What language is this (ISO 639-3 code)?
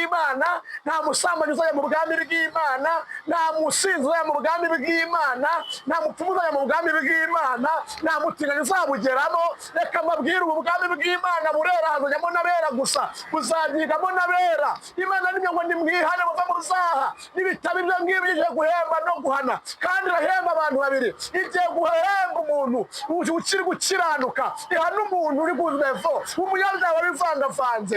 kin